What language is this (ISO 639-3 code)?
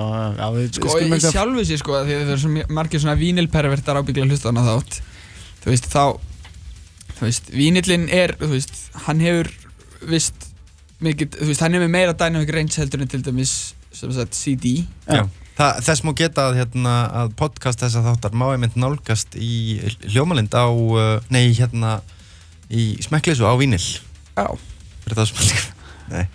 isl